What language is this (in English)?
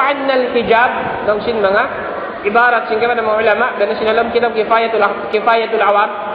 Tausug